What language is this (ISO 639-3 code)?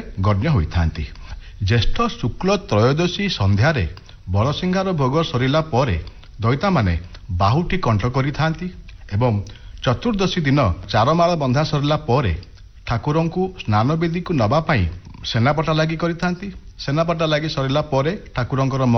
ori